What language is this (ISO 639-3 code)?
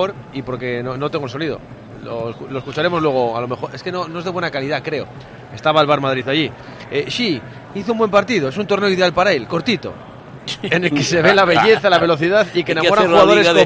spa